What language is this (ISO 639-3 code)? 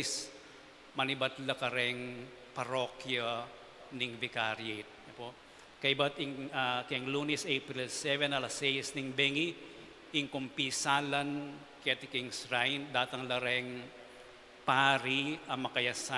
pam